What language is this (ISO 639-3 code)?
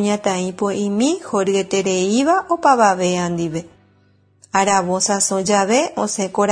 grn